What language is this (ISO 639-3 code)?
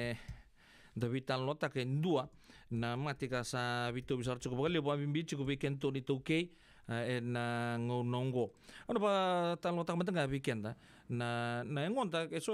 fij